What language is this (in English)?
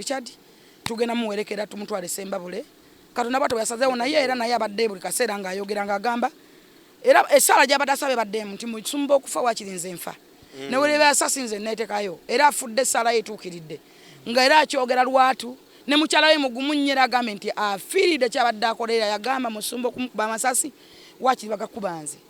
Ganda